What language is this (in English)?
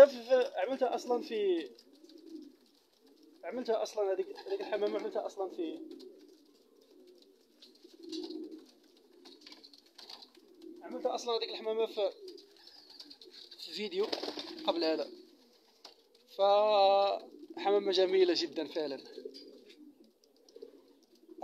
Arabic